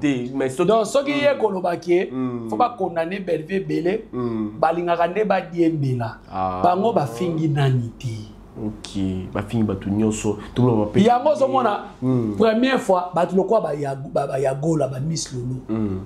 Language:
Lingala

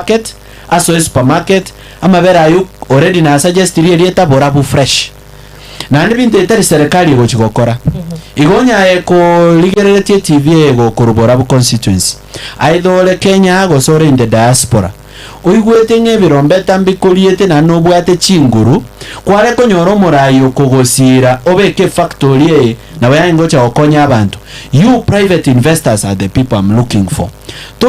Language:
Gusii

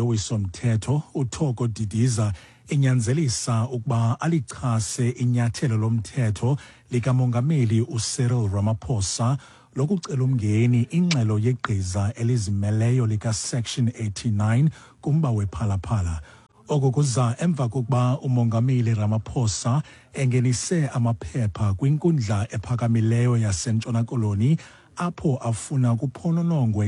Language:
Xhosa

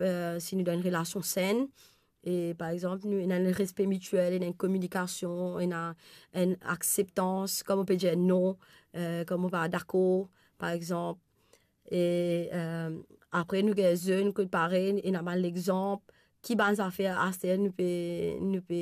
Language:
Morisyen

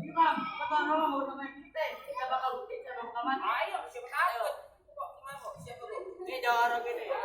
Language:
Betawi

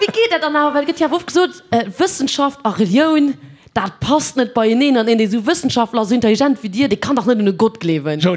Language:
Luxembourgish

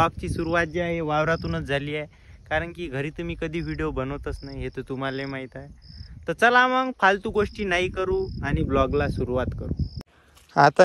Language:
Marathi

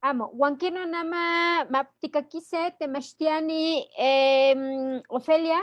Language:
Eastern Huasteca Nahuatl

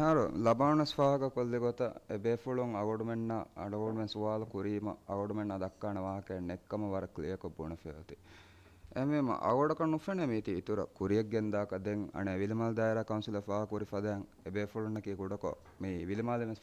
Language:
Divehi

